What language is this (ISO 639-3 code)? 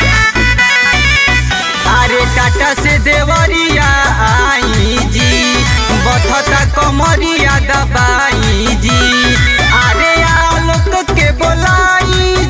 bho